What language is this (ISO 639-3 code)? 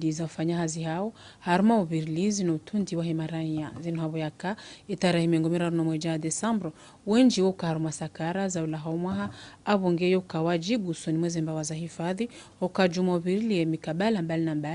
zdj